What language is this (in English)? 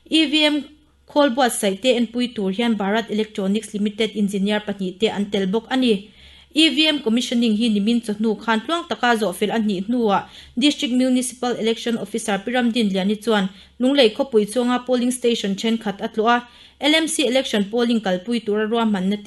Mizo